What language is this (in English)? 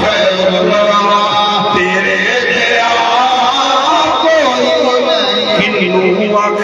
Saraiki